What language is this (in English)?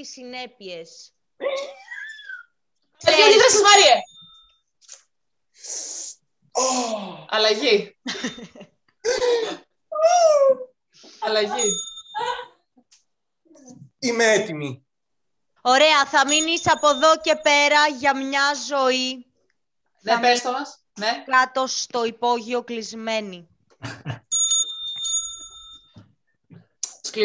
Greek